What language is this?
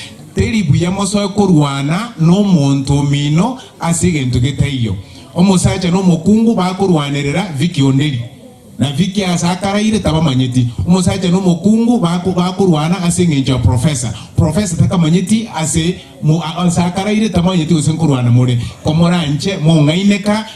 Gusii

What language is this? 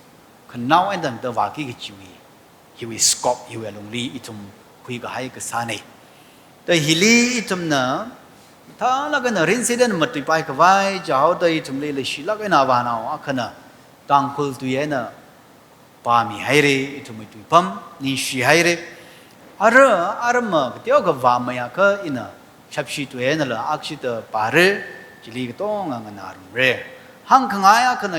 Tangkhul Naga (India)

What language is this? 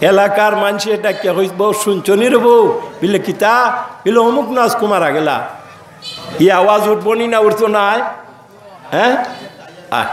Sylheti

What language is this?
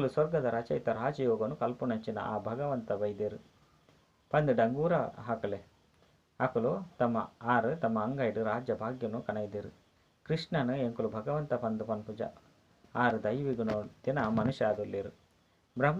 Tulu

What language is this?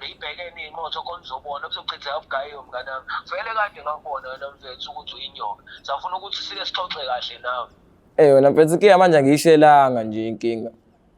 Zulu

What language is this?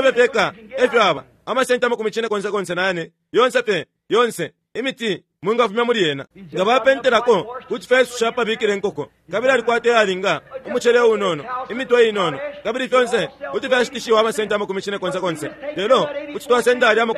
Bemba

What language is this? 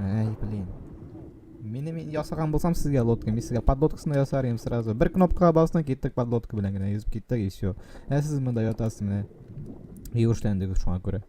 Tatar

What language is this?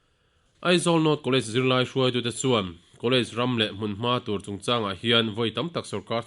Mizo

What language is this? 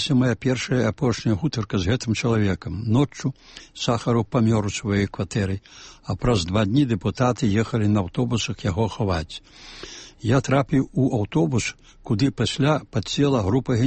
Belarusian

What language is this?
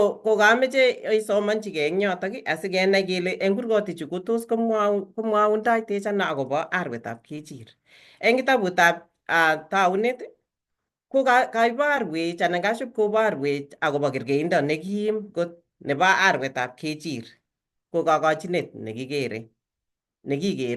Kalenjin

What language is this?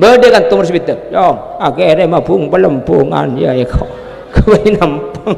Madurese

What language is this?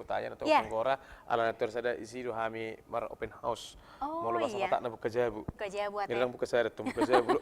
Batak Toba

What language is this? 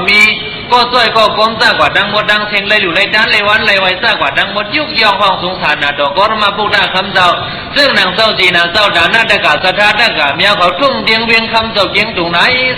Shan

